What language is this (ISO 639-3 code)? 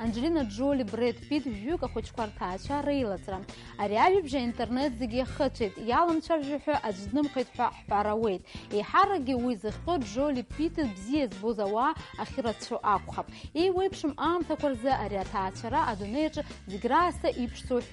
abk